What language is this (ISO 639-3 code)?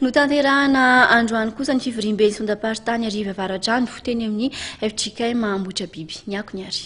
mlg